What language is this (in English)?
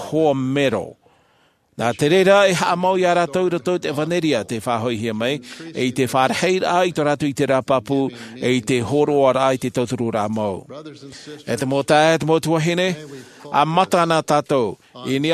Tahitian